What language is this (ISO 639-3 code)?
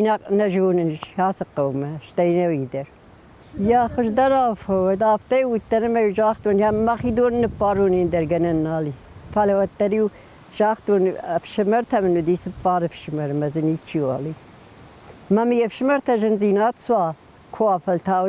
oss